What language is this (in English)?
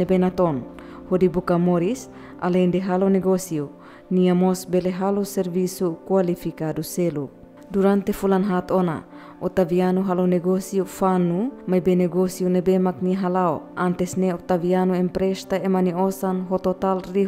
Tetum